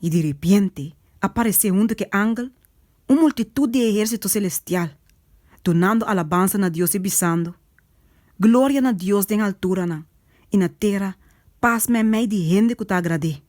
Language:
Papiamento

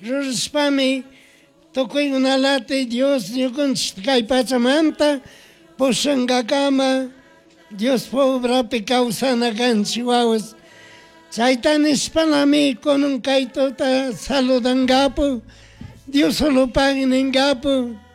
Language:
Chimborazo Highland Quichua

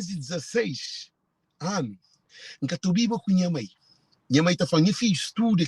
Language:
Kabuverdianu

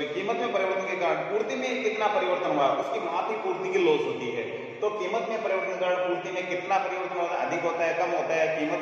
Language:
Hindi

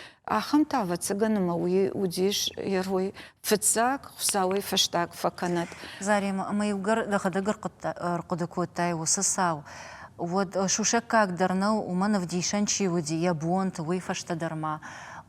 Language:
Ossetic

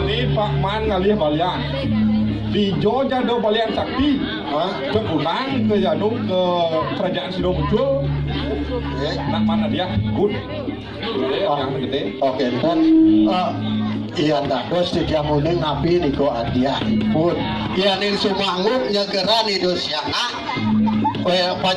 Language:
Balinese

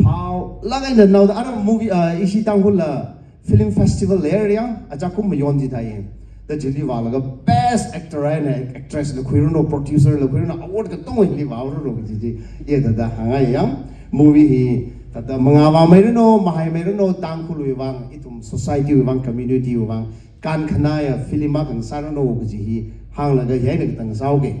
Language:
Tangkhul Naga (India)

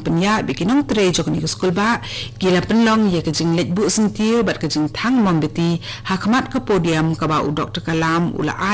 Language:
Khasi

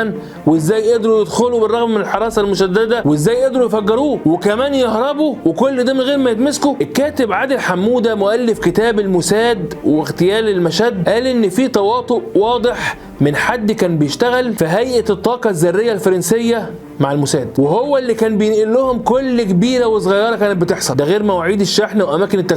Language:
Egyptian Arabic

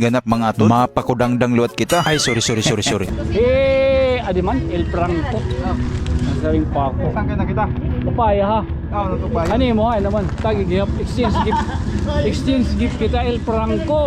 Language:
Waray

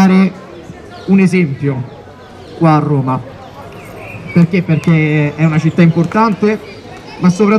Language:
Italian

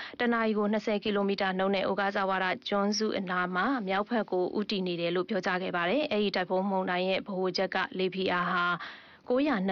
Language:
Burmese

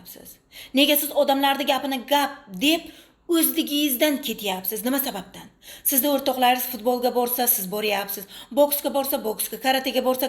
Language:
Uzbek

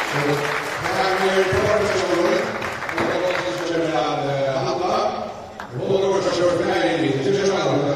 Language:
Faroese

